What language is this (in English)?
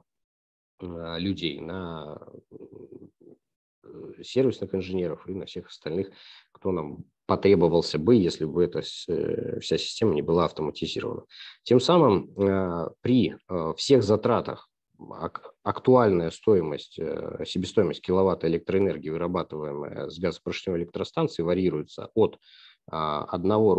Russian